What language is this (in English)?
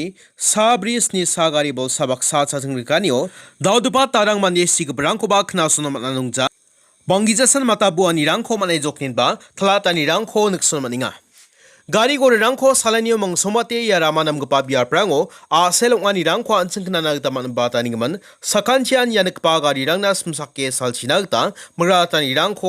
Garo